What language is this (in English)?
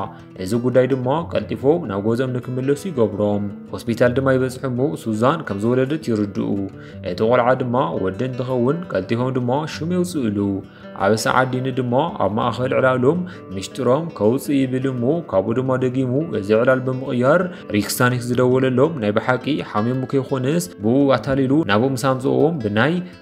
Tigrinya